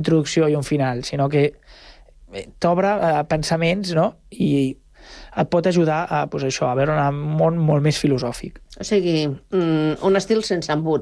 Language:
Catalan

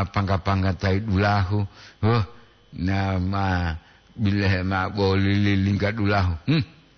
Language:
Gorontalo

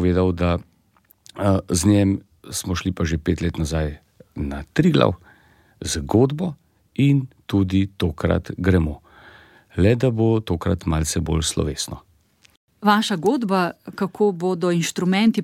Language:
Slovenian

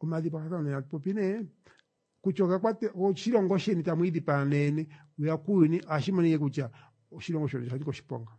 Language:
Kuanyama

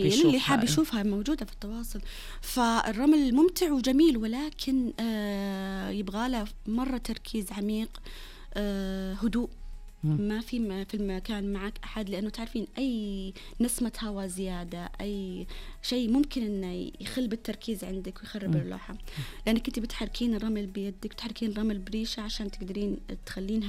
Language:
Najdi Arabic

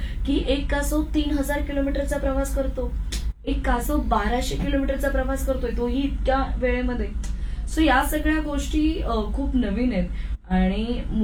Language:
Marathi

